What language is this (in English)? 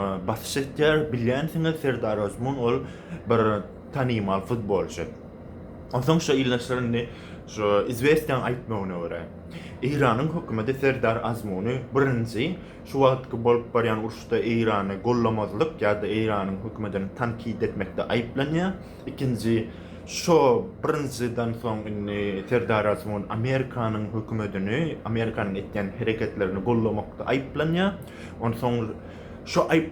Turkmen